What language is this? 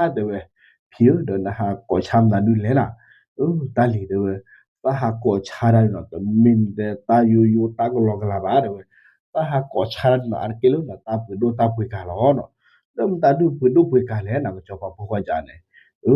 S'gaw Karen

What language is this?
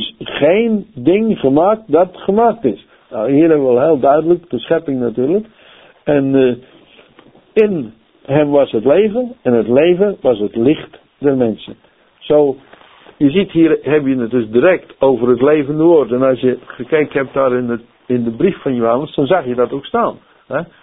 Dutch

